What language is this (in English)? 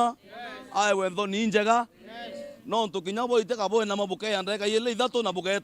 Meru